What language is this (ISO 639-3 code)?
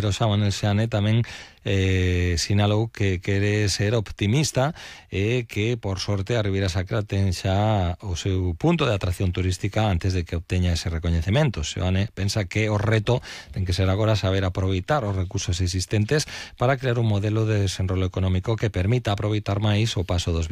glg